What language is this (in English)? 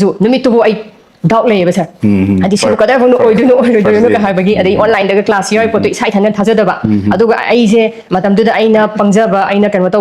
Manipuri